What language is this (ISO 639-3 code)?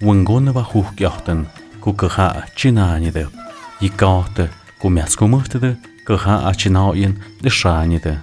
mxp